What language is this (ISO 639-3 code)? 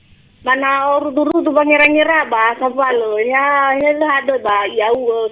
nia